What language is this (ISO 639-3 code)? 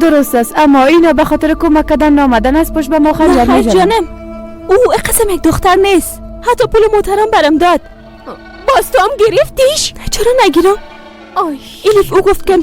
fas